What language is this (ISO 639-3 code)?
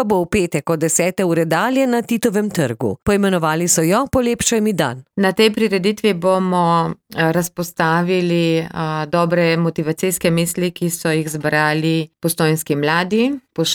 slv